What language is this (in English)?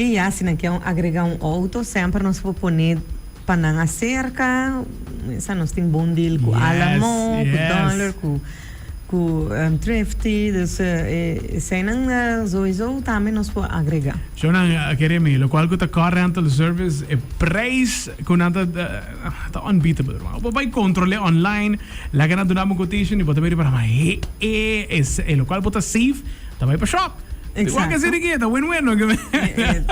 Papiamento